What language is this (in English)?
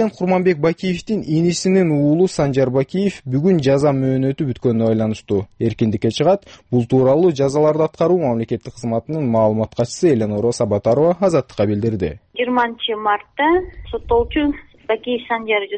Kyrgyz